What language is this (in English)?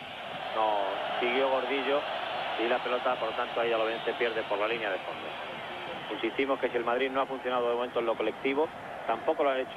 Spanish